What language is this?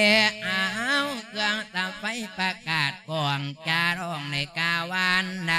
Lao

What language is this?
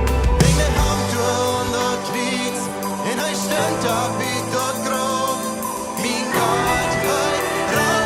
Plautdietsch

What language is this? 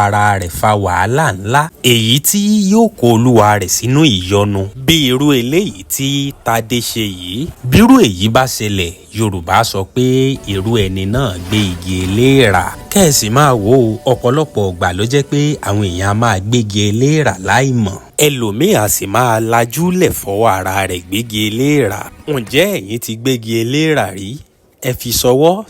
Yoruba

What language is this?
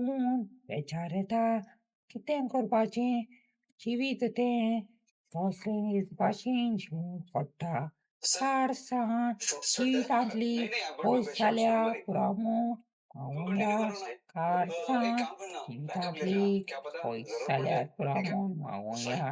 Konkani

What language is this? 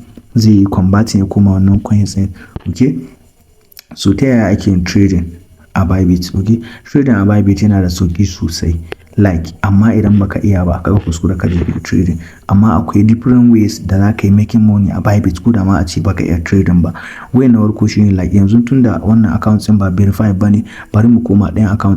Hausa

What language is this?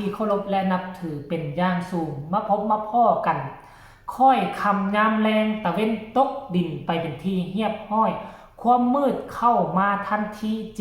Northeastern Thai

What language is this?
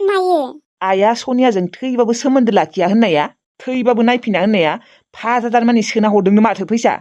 Bodo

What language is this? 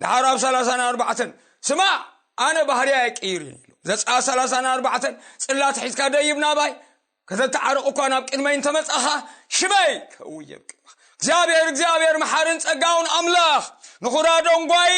Tigrinya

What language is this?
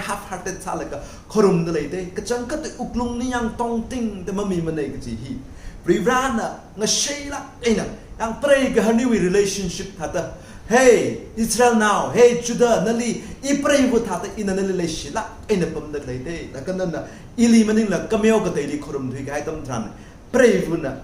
Tangkhul Naga (India)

